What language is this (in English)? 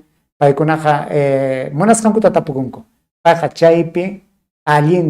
Ayacucho Quechua